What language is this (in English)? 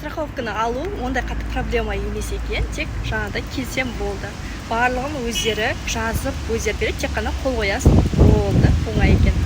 Kazakh